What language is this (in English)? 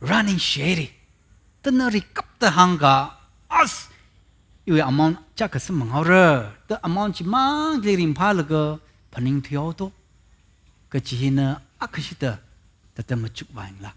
Tangkhul Naga (India)